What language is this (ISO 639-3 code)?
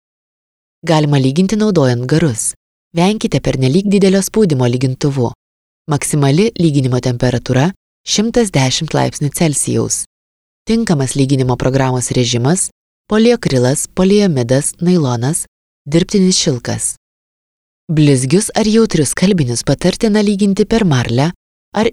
lit